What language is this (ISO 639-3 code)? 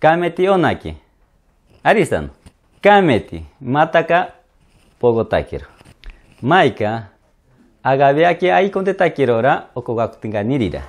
mcb